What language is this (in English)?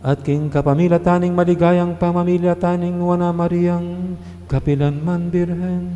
Pampanga